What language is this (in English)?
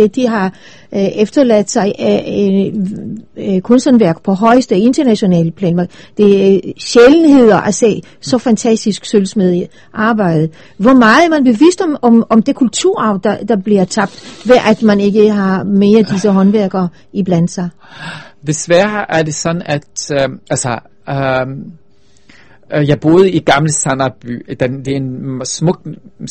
Danish